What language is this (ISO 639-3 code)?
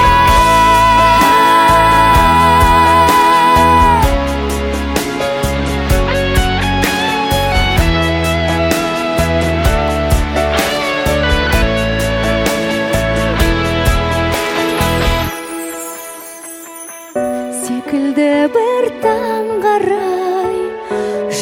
kaz